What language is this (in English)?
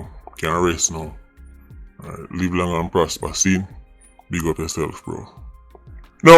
Jamaican Creole English